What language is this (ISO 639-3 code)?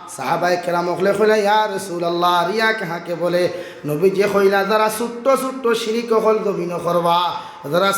syl